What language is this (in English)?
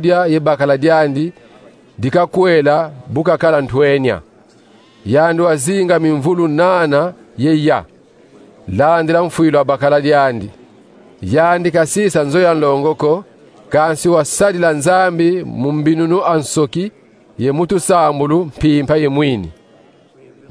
Kongo